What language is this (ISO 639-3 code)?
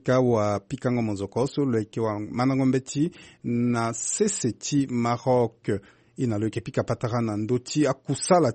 sag